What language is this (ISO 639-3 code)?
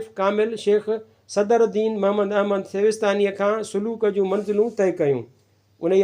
snd